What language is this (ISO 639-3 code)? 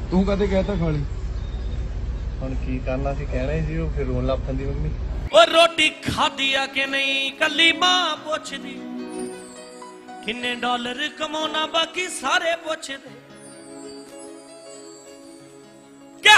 pan